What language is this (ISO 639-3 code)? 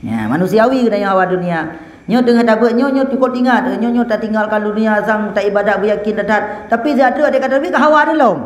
ace